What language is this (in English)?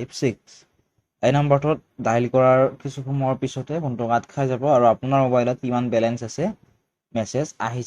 Assamese